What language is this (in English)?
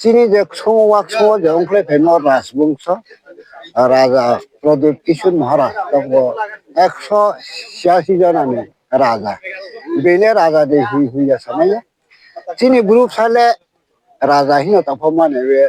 Riang (India)